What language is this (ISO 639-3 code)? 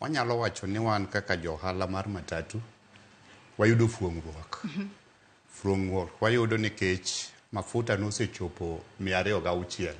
luo